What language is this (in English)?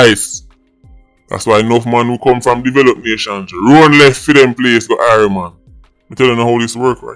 Jamaican Creole English